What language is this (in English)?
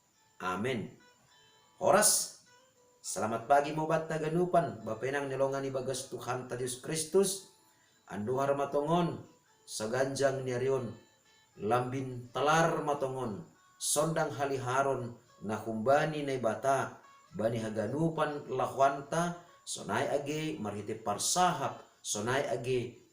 Batak Simalungun